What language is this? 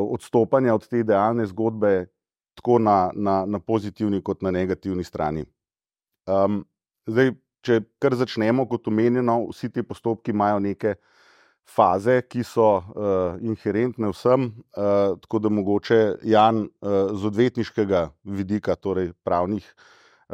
Slovenian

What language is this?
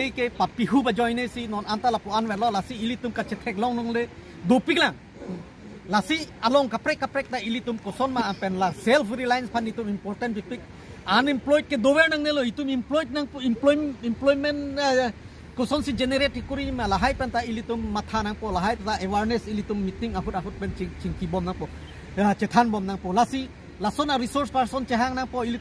Karbi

